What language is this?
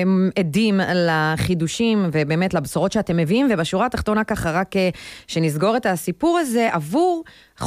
Hebrew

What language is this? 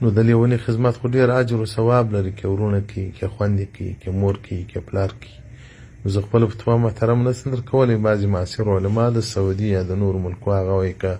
Pashto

